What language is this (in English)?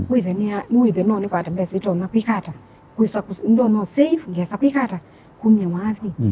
Kamba